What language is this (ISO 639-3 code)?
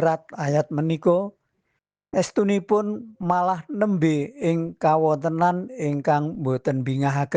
jav